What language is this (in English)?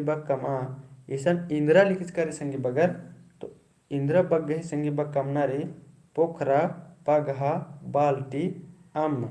Kurukh